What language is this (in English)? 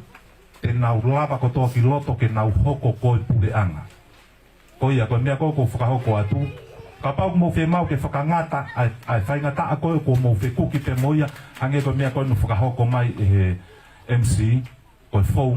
Tongan